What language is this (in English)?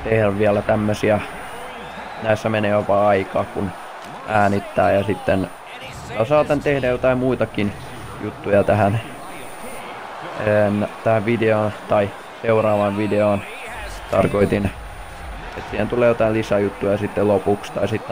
Finnish